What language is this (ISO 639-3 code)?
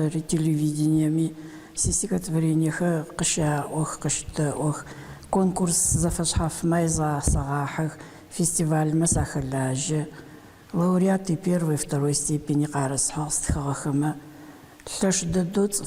ady